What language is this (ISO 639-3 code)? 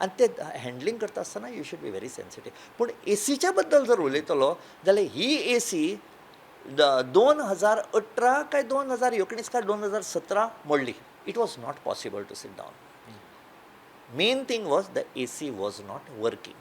kok